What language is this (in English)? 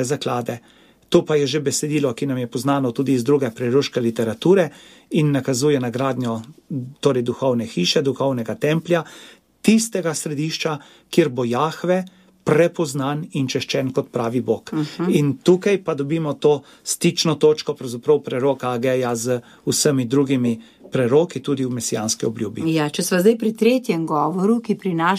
Slovenian